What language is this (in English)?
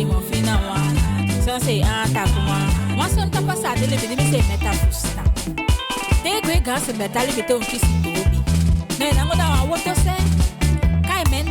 Saramaccan